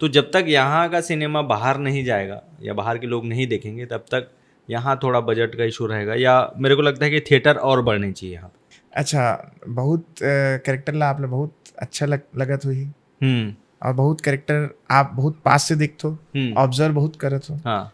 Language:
Chhattisgarhi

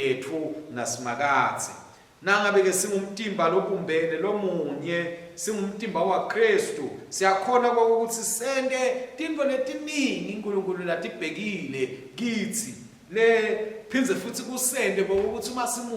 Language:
Swati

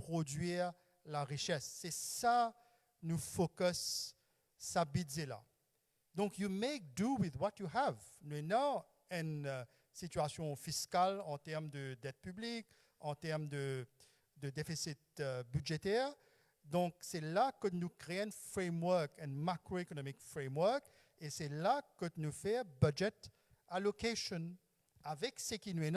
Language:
Morisyen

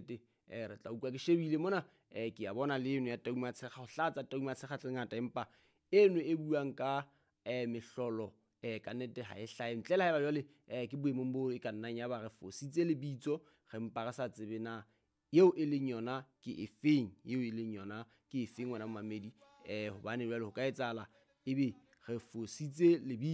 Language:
Southern Sotho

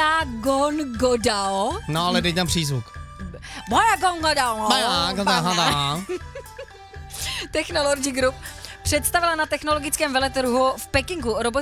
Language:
Czech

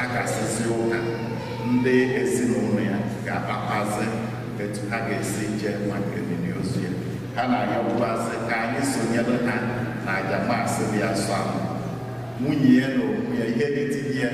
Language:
Igbo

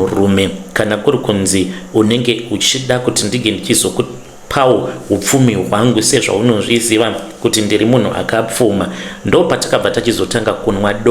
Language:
Shona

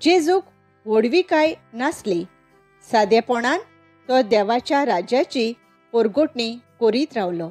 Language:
Konkani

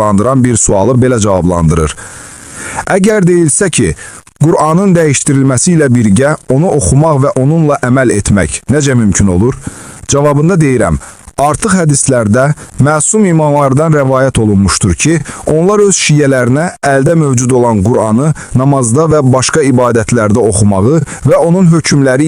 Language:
Azerbaijani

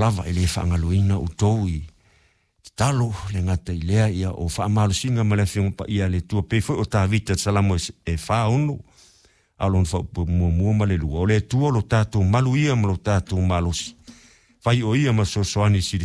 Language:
Samoan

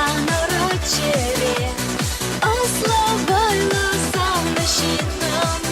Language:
Chuvash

